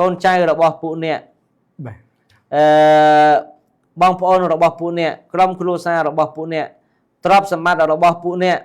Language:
Khmer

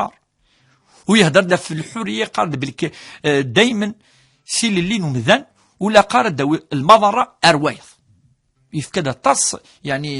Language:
Kabyle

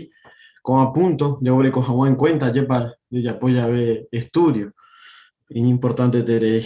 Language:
Guarani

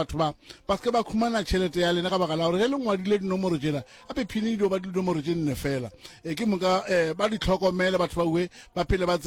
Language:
Northern Sotho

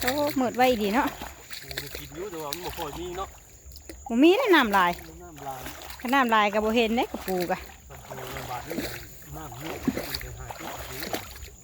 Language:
Northeastern Thai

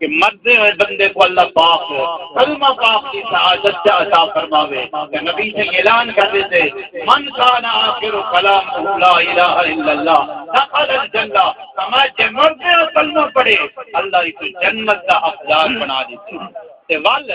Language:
Saraiki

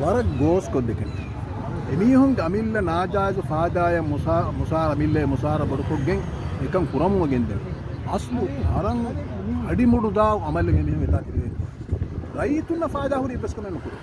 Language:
Divehi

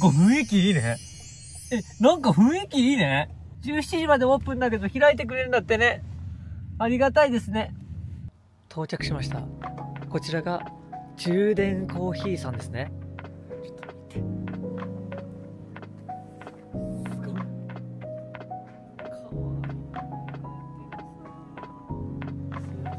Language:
Japanese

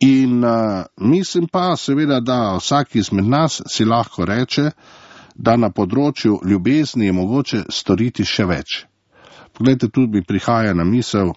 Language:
Slovenian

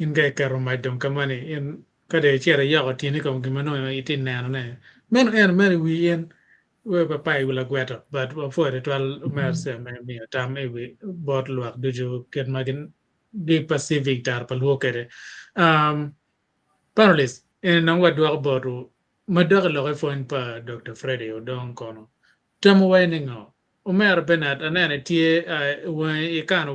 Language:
Acoli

